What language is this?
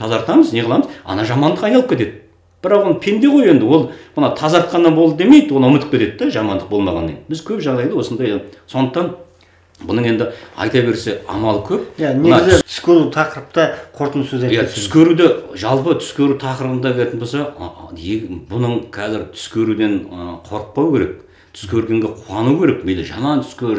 Kazakh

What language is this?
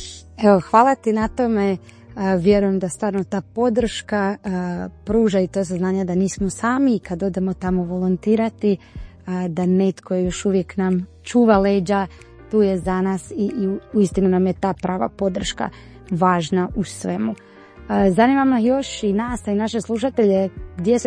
Croatian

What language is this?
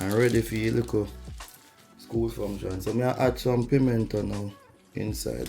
Jamaican Creole English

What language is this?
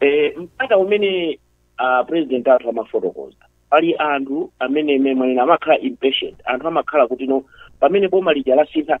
Nyanja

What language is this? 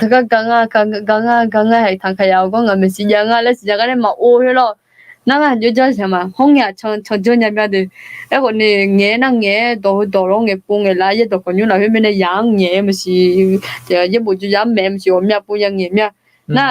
Akha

